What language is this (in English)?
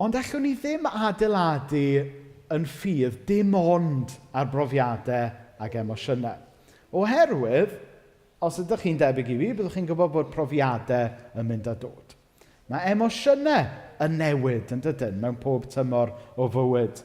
Welsh